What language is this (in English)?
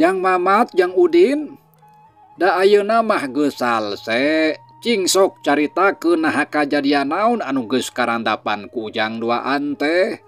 Sundanese